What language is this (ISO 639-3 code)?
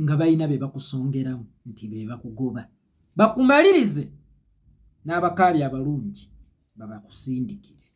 lug